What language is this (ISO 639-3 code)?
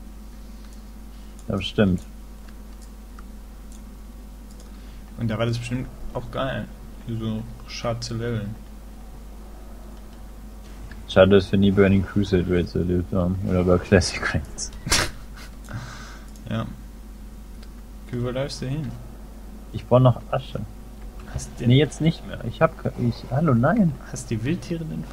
deu